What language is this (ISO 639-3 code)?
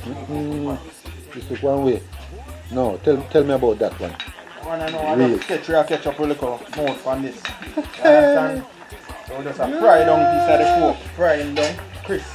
jam